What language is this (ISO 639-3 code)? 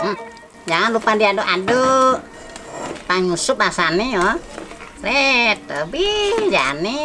ban